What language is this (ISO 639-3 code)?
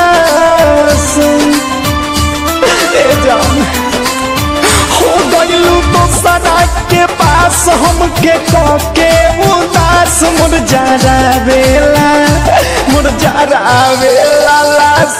bho